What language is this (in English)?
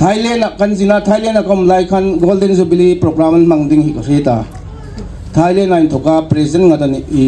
Hmar